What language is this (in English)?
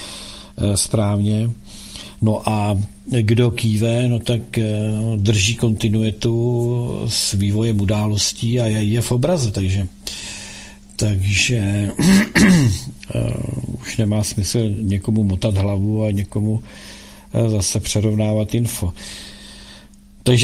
Czech